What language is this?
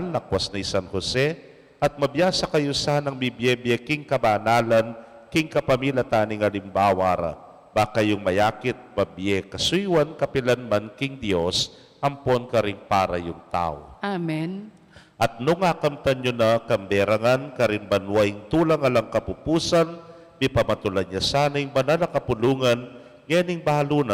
Pampanga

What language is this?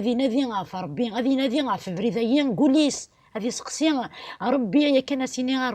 Kabyle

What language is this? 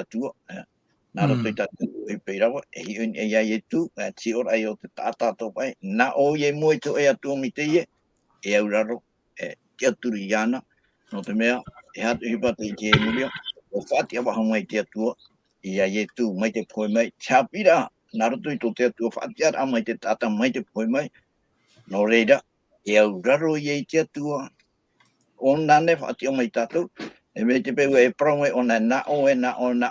Tahitian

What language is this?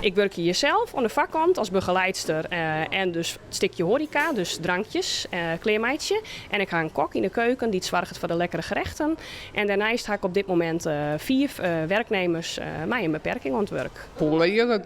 Western Frisian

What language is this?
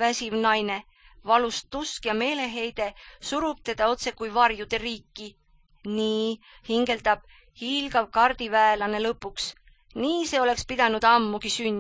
Estonian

